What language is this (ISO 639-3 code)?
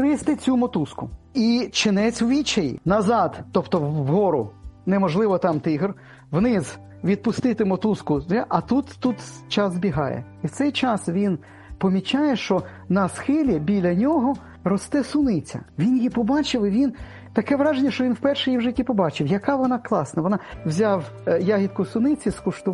ukr